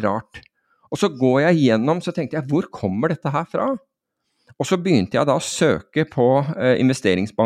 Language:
Norwegian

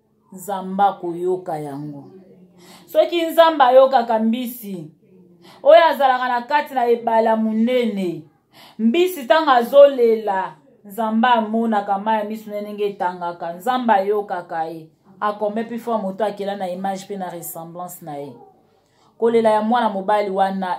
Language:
Lingala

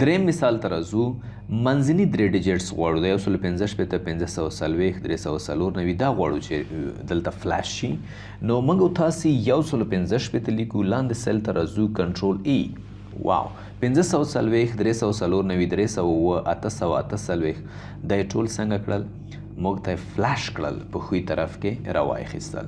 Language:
Pashto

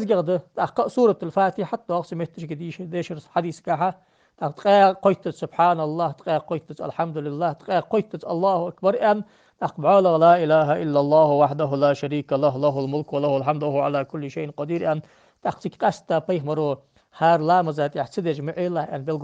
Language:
Ingush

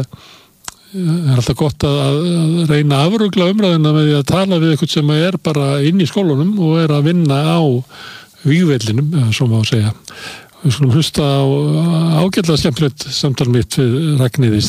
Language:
Icelandic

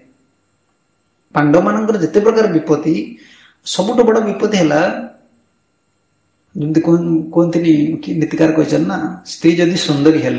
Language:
Odia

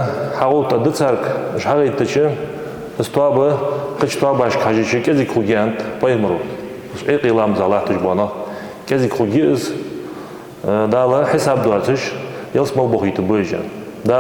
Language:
Ingush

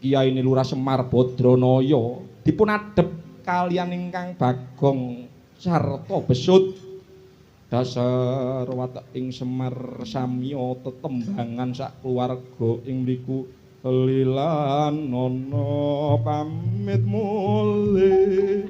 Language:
Javanese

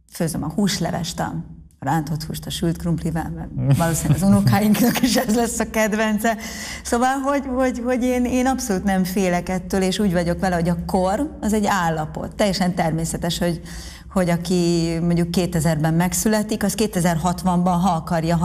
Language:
Hungarian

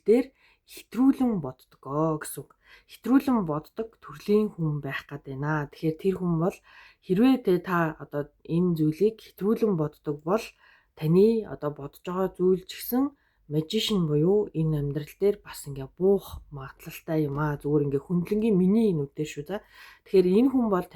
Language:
Mongolian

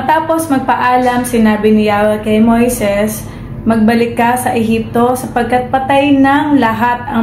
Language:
Filipino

